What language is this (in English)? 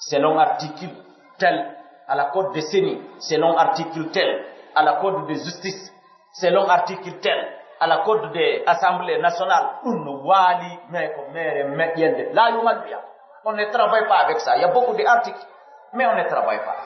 Pular